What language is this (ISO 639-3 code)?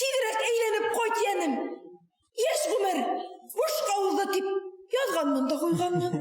bak